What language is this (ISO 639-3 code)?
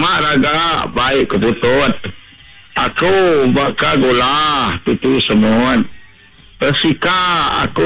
iba